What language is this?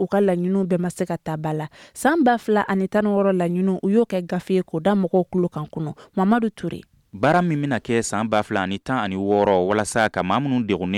Bambara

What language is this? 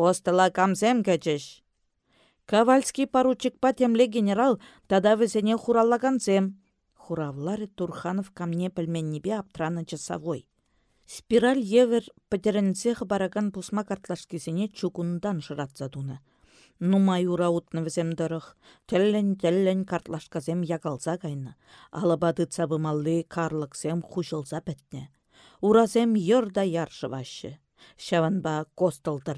Chuvash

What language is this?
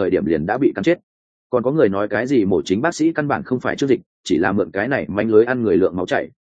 Vietnamese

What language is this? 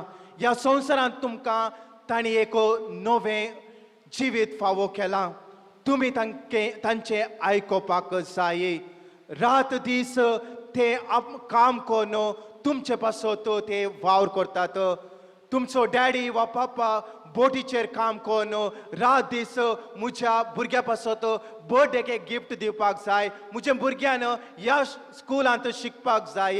Konkani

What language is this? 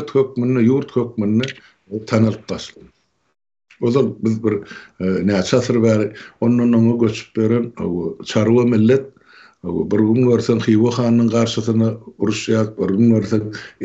Turkmen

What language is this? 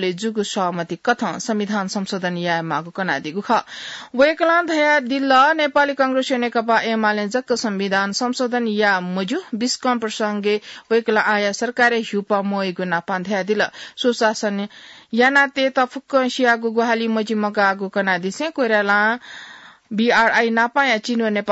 Newari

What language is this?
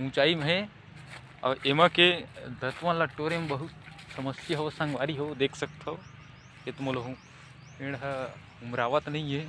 Chhattisgarhi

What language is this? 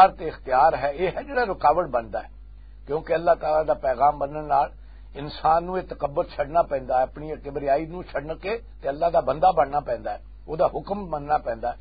Western Panjabi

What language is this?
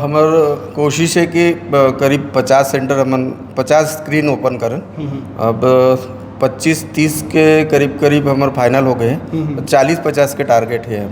Chhattisgarhi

